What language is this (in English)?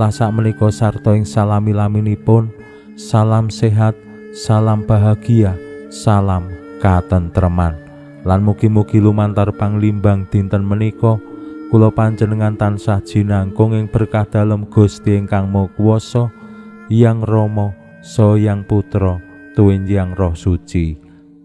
Javanese